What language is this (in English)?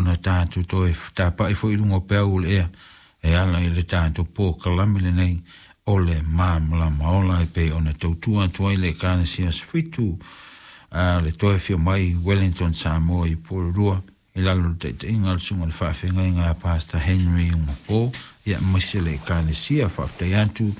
Samoan